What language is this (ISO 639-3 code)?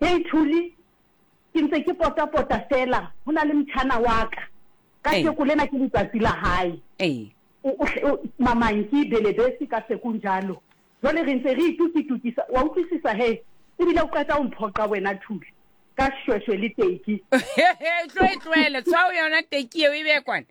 sot